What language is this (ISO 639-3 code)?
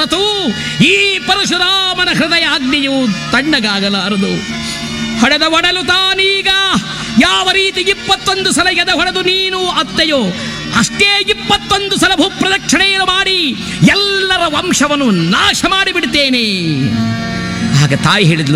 kan